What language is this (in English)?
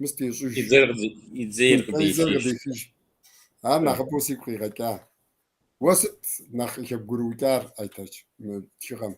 Kabardian